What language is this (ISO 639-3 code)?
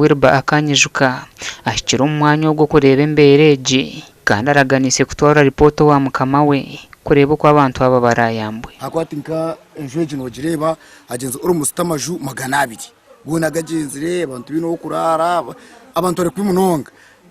nyn